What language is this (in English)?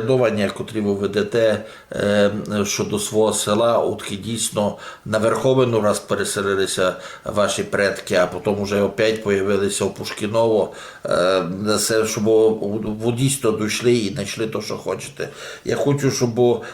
Rusyn